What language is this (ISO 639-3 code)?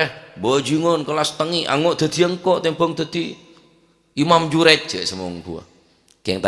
mad